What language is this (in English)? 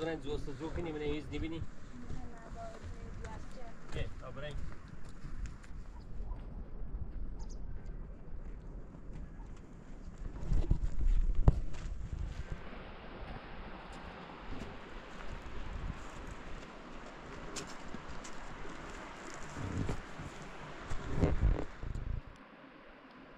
Persian